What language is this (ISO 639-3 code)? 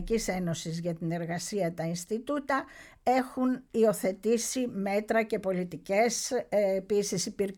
ell